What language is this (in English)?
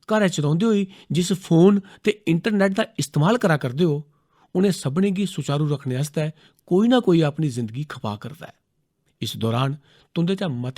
Dogri